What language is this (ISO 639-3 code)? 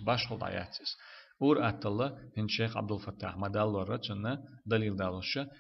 che